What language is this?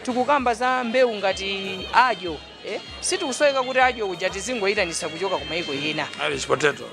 Nyanja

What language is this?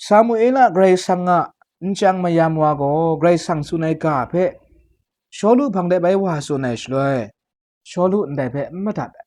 Kachin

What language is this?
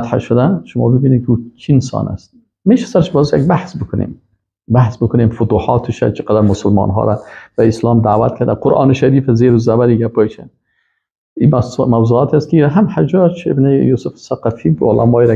Persian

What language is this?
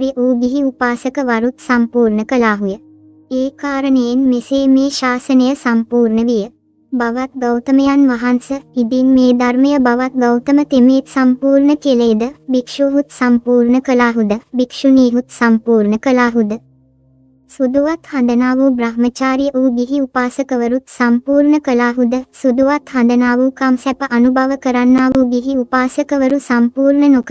Sinhala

